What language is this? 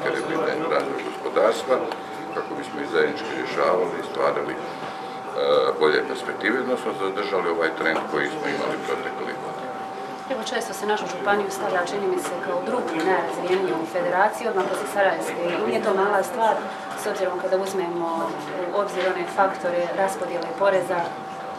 Croatian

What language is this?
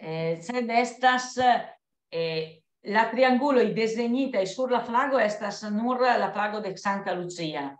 Esperanto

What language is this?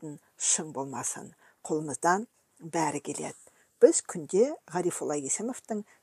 Kazakh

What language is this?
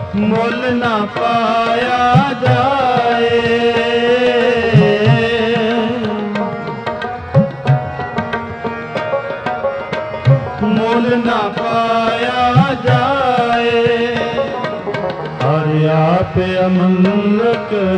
Punjabi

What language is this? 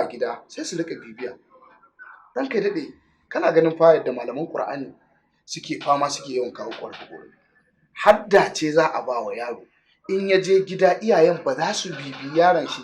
Hausa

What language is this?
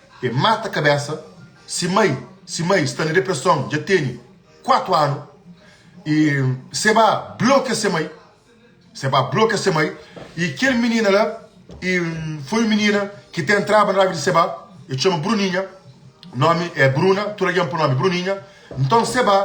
Kabuverdianu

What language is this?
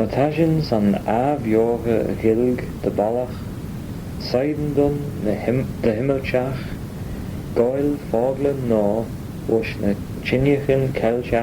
Manx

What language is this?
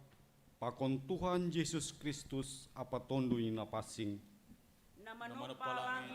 Batak Simalungun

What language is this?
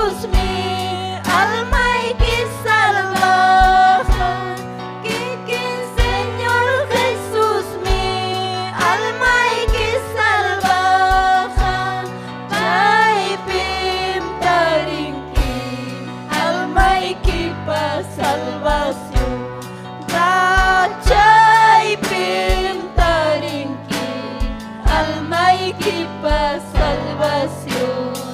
Ayacucho Quechua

